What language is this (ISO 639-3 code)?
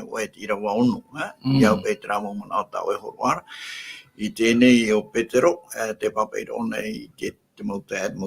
tah